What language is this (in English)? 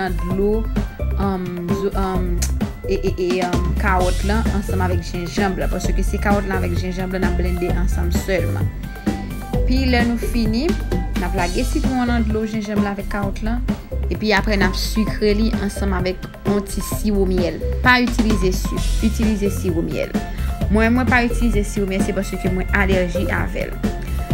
Haitian Creole